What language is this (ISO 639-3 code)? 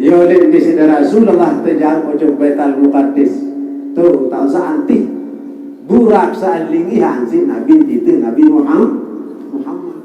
sas